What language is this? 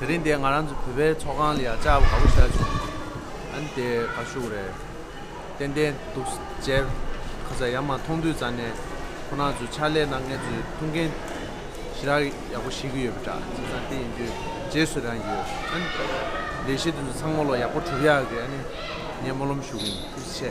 Tibetan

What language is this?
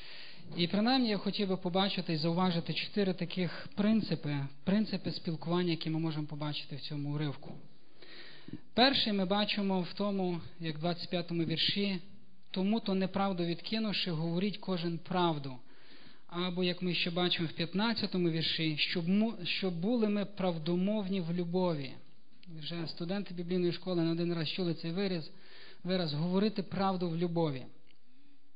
Ukrainian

